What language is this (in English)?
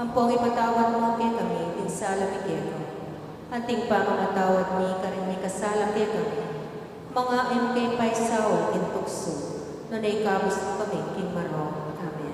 Pampanga